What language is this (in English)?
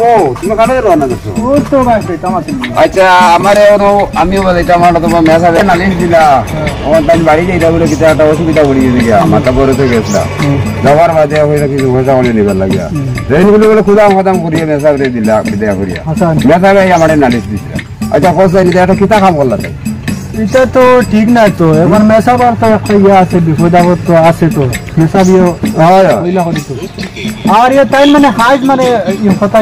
Sylheti